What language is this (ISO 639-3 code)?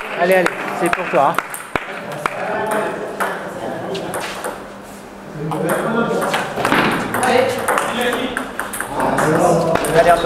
fra